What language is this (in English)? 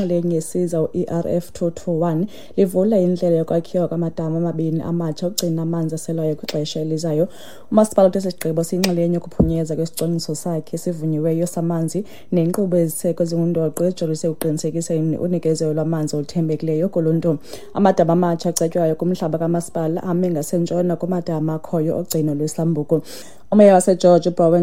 Xhosa